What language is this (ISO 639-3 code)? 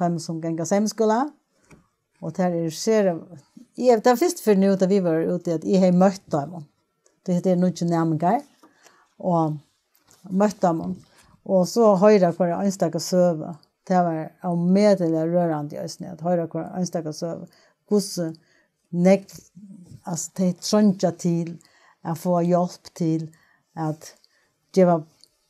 fao